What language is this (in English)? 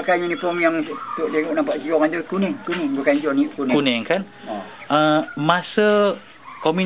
Malay